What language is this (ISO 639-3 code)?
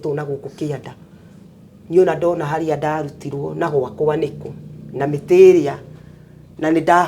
kik